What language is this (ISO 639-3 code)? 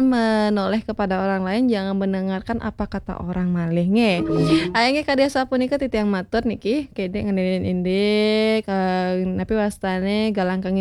ban